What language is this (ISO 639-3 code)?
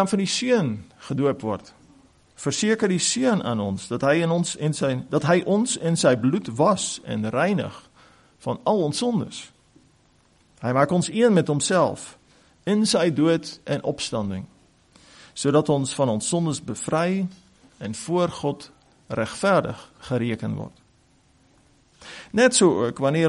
afr